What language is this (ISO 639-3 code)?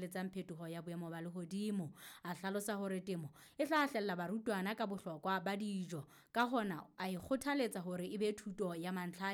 sot